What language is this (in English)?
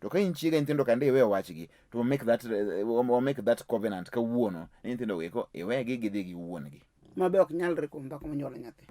Luo (Kenya and Tanzania)